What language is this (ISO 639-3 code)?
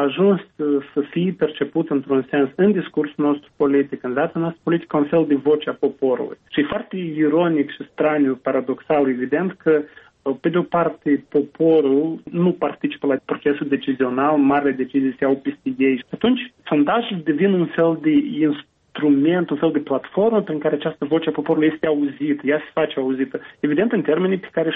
ron